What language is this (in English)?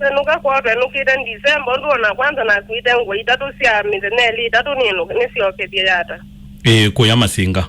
Kamba